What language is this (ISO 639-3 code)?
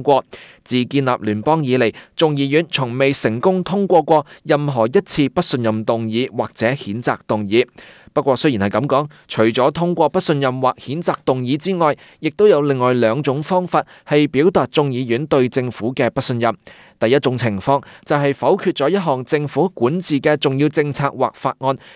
yue